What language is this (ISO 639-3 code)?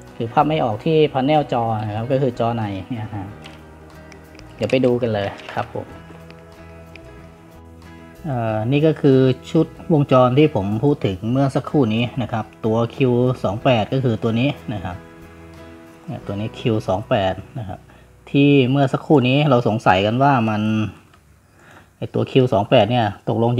tha